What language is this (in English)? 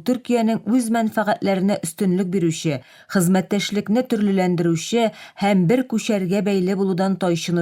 Tatar